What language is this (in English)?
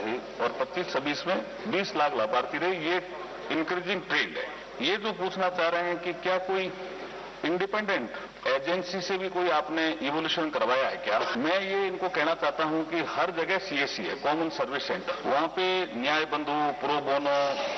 Hindi